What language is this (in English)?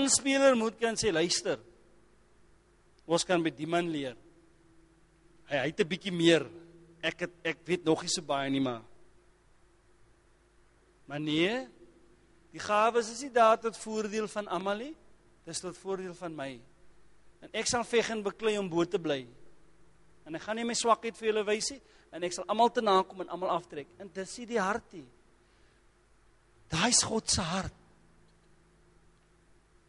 Afrikaans